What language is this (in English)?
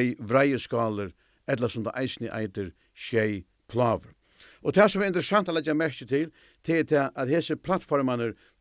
Faroese